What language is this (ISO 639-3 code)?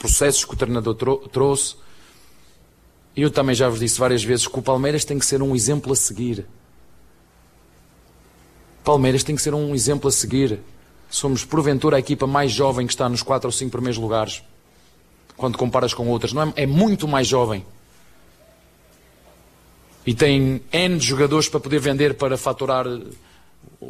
por